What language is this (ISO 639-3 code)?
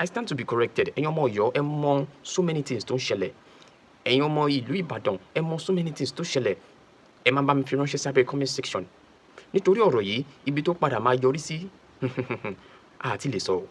yor